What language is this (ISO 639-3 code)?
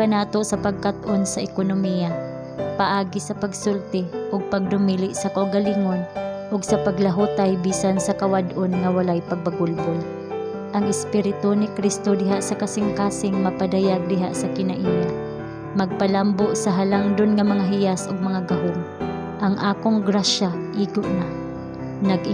ceb